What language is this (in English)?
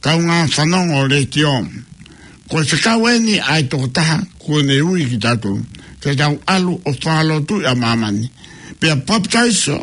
Tongan